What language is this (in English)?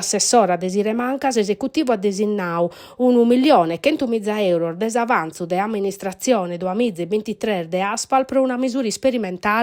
Sardinian